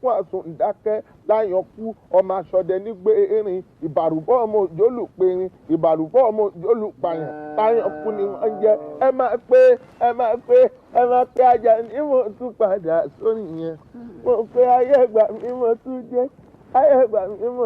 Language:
Yoruba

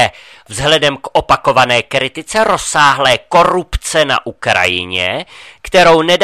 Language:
Czech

